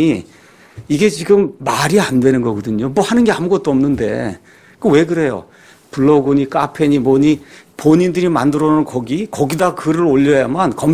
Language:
Korean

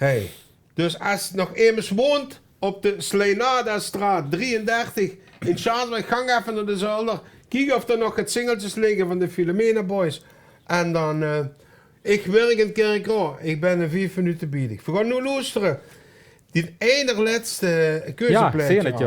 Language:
Limburgish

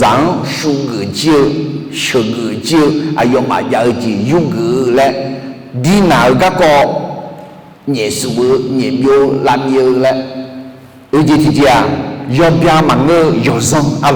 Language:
Akha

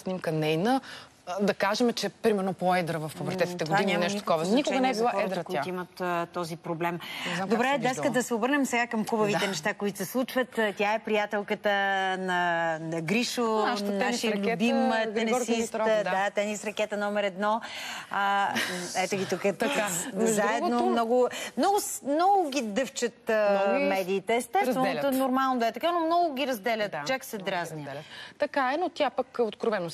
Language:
Bulgarian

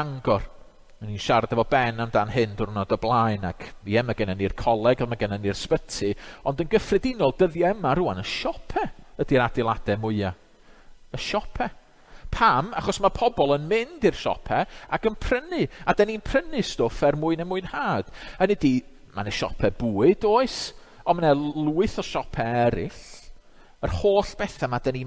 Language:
Welsh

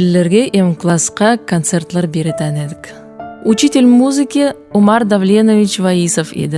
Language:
Nogai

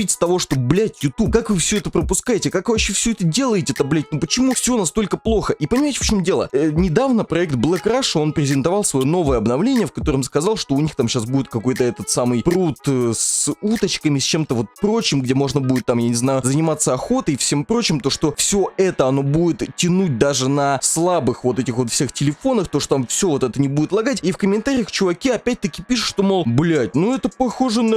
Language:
Russian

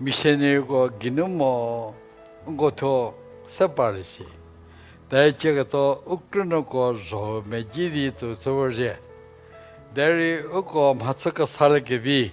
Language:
Angami Naga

